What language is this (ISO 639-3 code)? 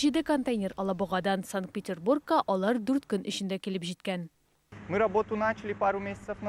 tat